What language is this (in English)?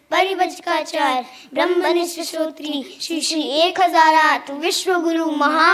Hindi